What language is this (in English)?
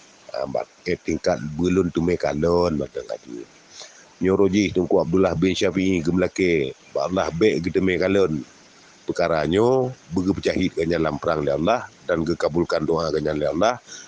Achinese